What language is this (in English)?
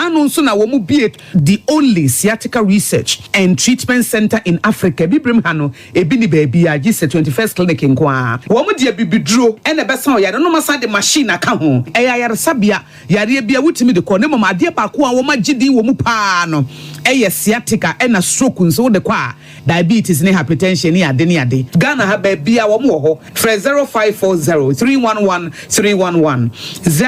Akan